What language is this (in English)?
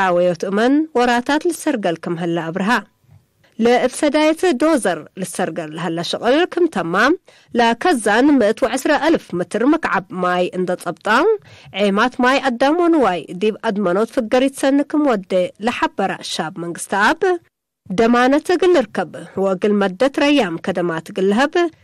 Tigre